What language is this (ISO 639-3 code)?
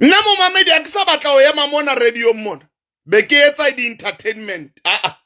sot